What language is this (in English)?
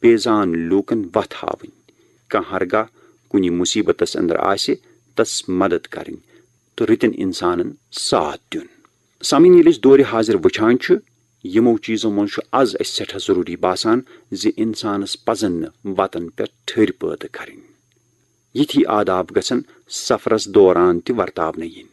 Kashmiri